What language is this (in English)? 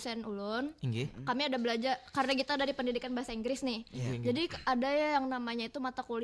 Banjar